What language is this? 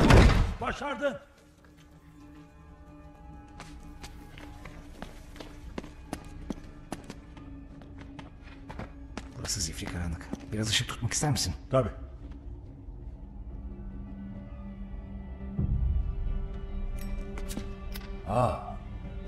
Turkish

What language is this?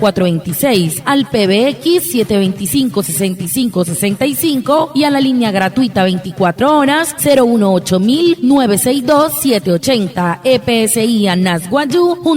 Wayuu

